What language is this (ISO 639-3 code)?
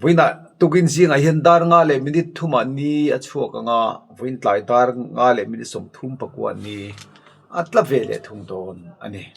lus